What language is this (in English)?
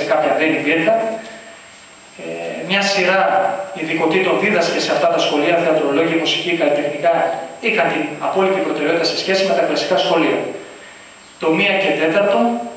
Greek